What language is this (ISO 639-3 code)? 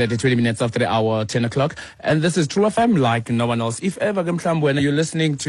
xho